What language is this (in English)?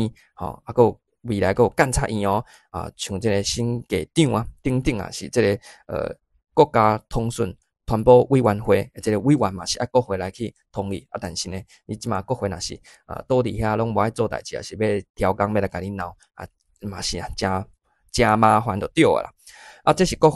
Min Nan Chinese